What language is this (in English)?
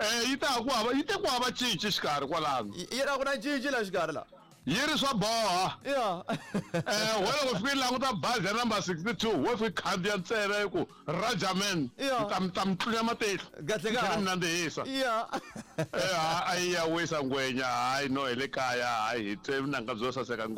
Tsonga